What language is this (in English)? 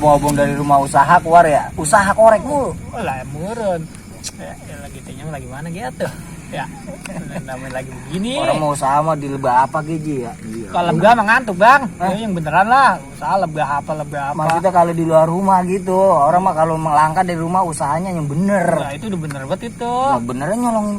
Betawi